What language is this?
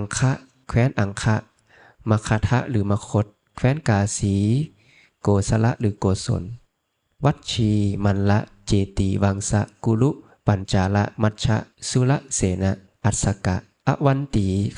Lao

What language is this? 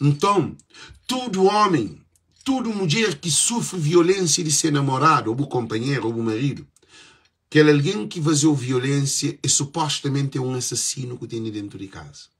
Kabuverdianu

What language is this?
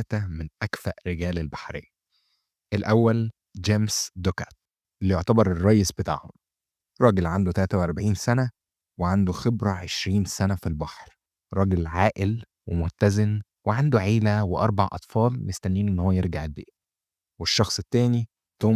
Egyptian Arabic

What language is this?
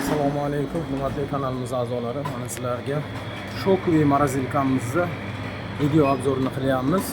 Uzbek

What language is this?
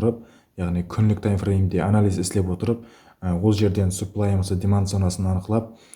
Kara-Kalpak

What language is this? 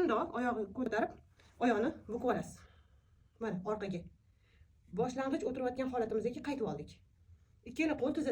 Uzbek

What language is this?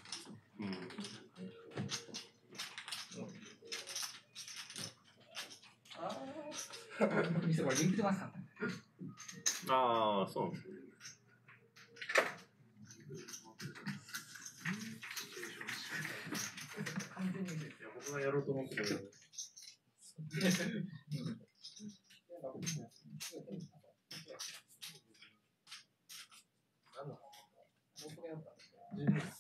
Japanese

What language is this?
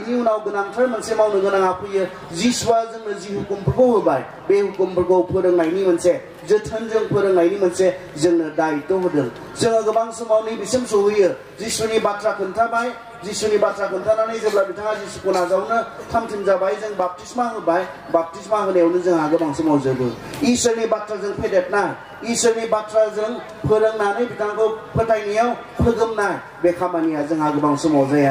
Bodo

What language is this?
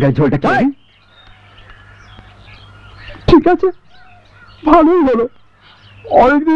Bangla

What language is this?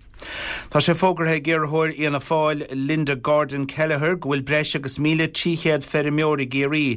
Irish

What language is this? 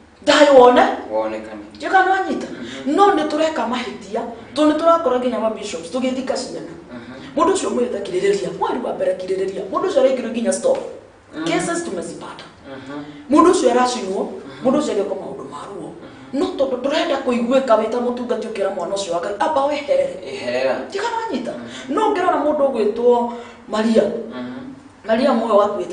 Kikuyu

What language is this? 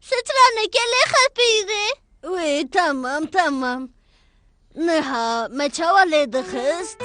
Kurdish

